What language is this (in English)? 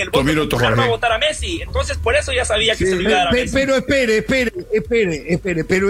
Spanish